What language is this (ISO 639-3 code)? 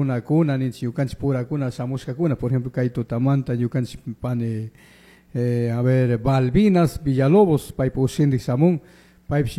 qug